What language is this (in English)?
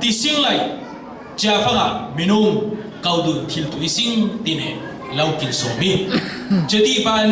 Falam Chin